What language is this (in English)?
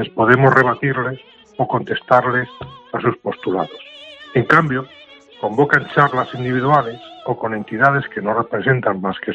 Spanish